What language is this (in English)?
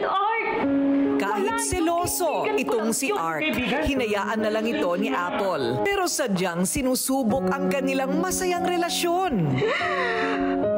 Filipino